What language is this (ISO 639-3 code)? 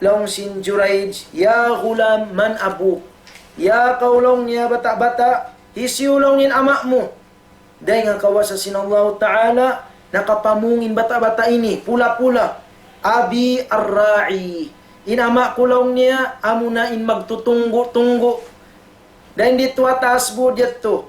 tsg